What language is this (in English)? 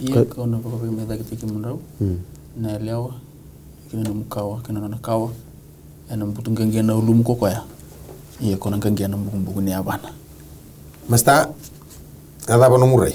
Fijian